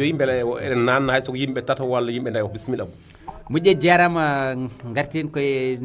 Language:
Fula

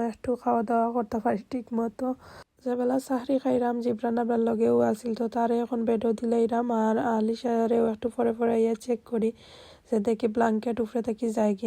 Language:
Sylheti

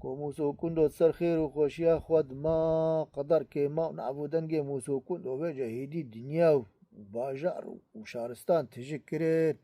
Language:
Kurdish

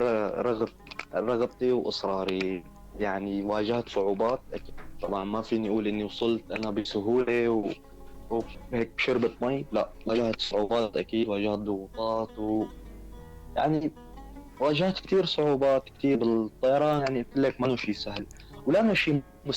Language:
North Levantine Arabic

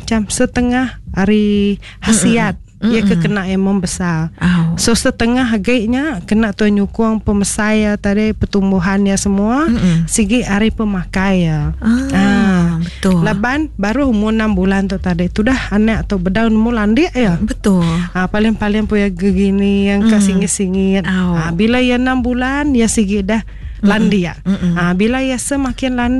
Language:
Iban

